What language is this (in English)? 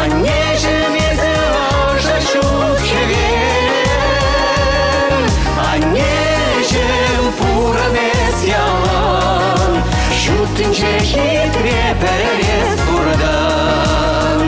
Chuvash